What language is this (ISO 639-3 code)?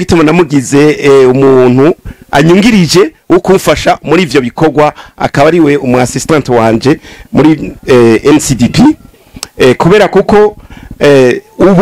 run